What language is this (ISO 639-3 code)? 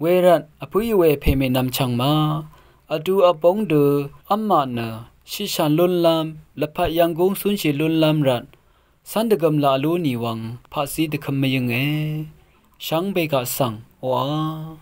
raw